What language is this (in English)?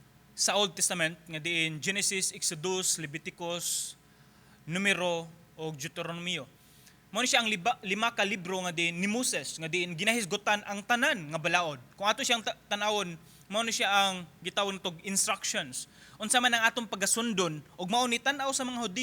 Cebuano